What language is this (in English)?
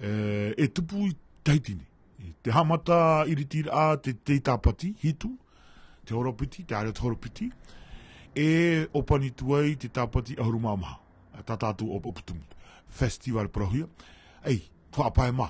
Tahitian